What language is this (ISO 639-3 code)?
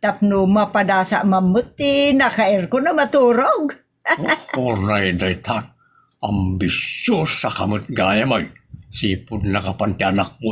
ilo